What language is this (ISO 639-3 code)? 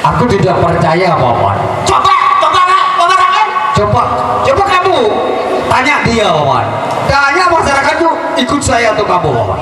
sas